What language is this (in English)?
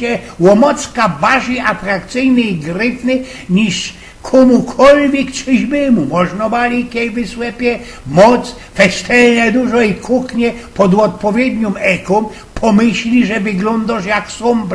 Silesian